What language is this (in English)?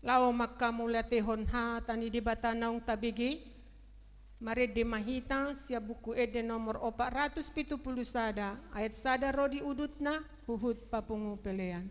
Batak Toba